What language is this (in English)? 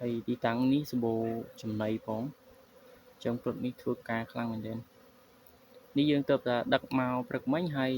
Khmer